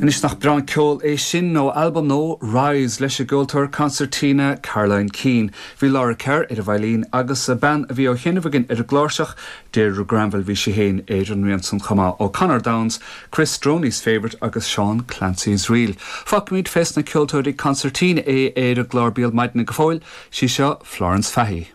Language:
Irish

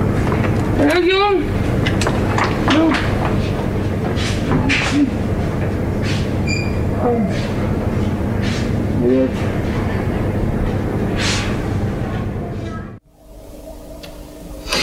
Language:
Afrikaans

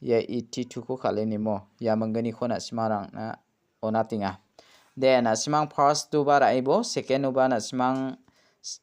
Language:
Garo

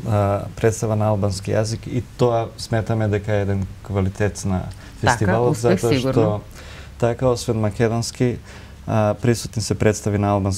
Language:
Macedonian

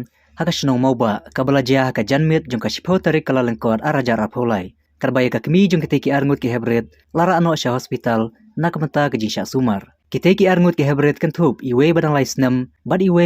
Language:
Khasi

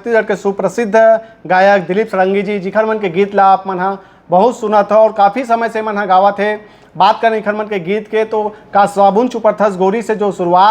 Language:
Chhattisgarhi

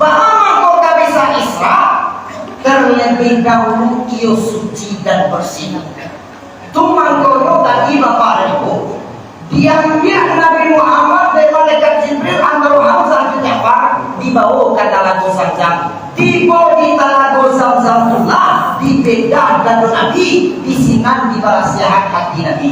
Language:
Minangkabau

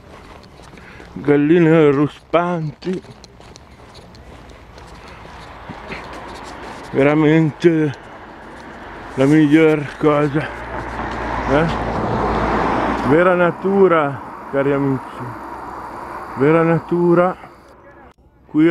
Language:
Italian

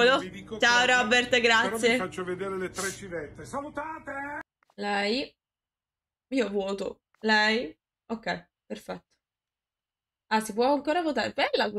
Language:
Italian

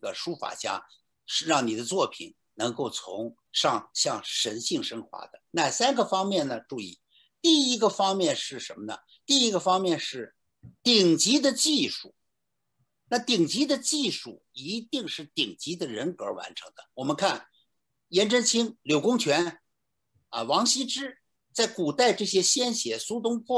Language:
Chinese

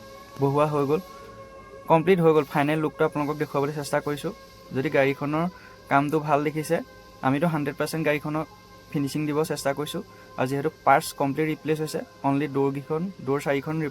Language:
Assamese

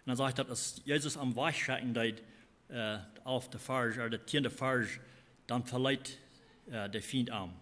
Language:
Plautdietsch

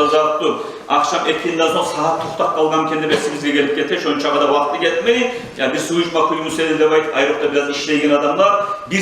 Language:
Kumyk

